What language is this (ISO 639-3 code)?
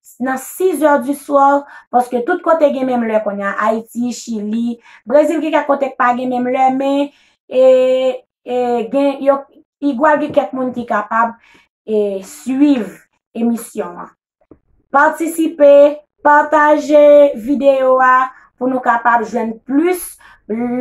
hat